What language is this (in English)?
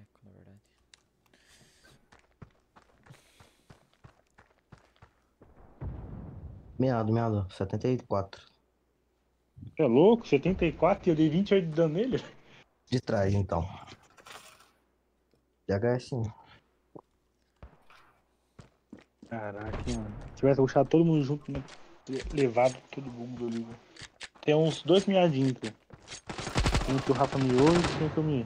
Portuguese